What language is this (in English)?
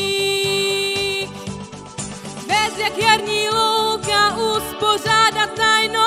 Czech